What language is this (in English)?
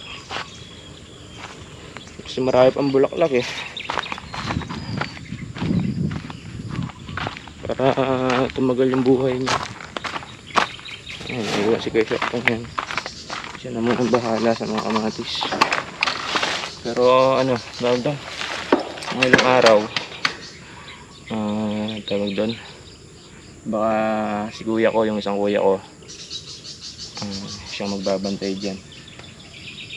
Filipino